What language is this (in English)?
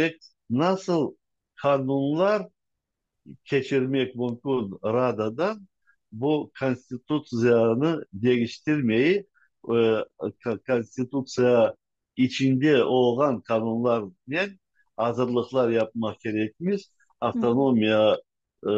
Crimean Tatar